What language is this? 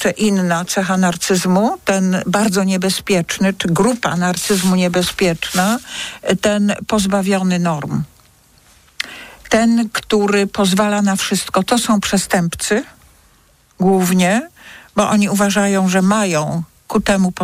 Polish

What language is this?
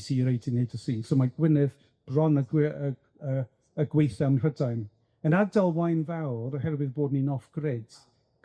Welsh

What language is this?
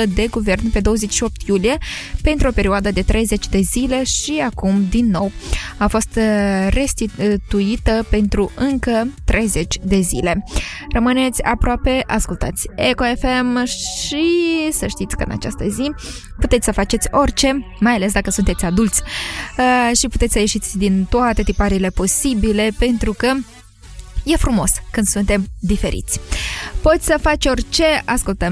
Romanian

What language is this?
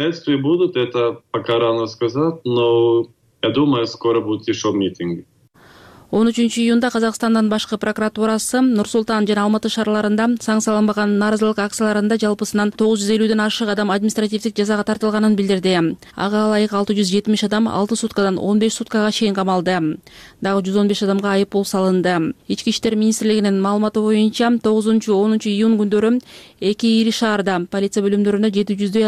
Kyrgyz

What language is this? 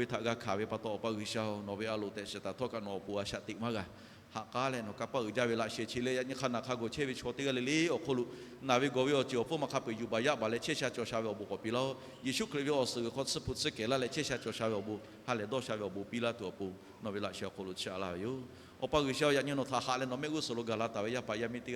Lahu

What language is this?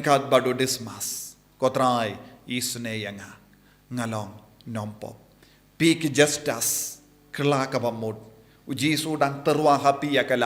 Khasi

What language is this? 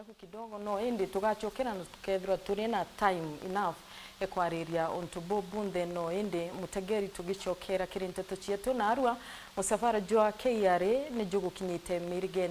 Meru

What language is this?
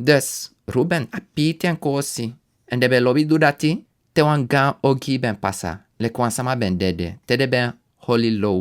Sranan Tongo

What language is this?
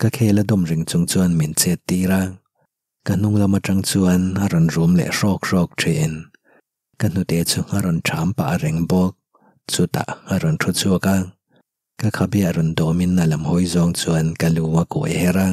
Mizo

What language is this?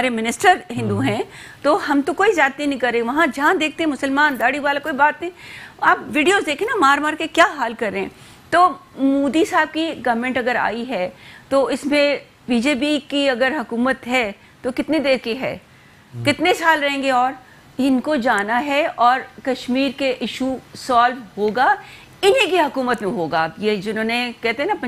Urdu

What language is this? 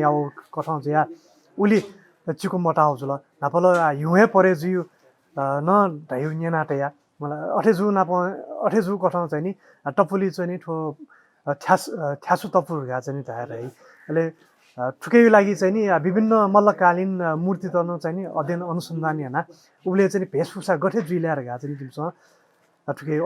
Newari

